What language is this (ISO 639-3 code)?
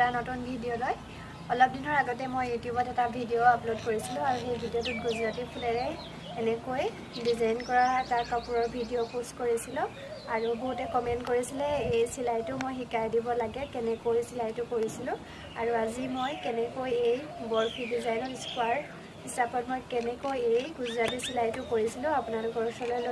asm